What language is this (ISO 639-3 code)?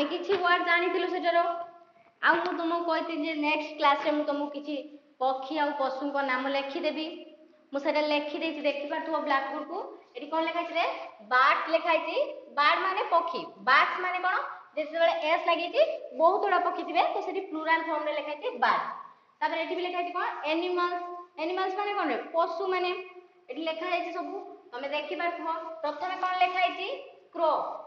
ori